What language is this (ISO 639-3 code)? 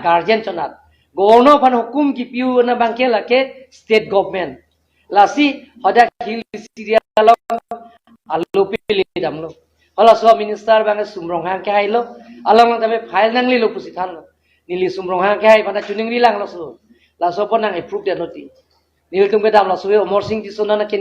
mjw